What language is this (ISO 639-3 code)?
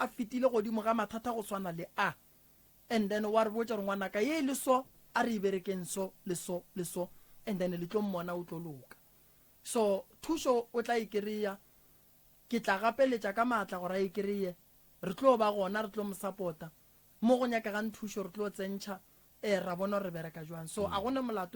nso